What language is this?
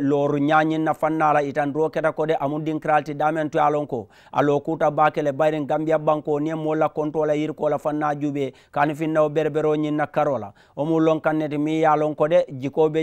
Mandingo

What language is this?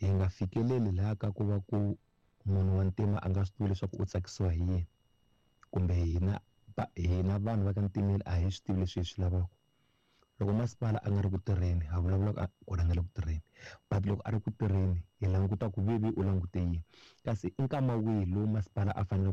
Tsonga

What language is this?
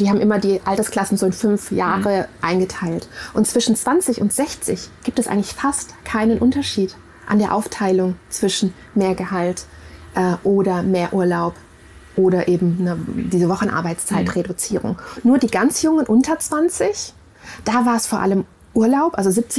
German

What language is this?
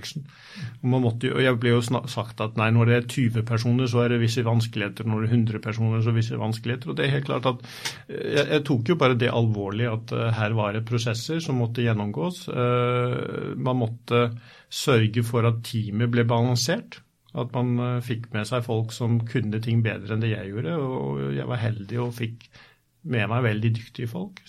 Norwegian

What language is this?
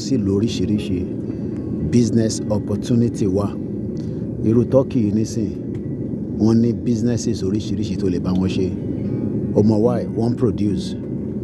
Yoruba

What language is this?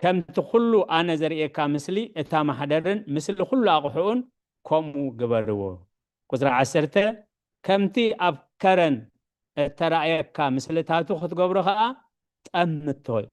Tigrinya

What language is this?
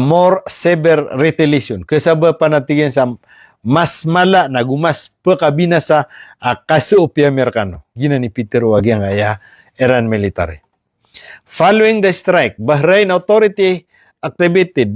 Maranao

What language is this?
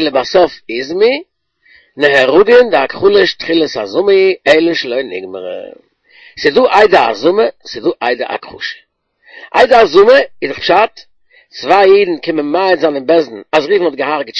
Yiddish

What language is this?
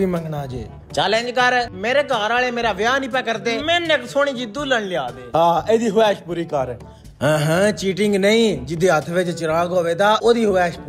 Punjabi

